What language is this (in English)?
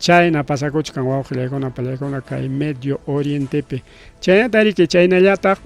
Ayacucho Quechua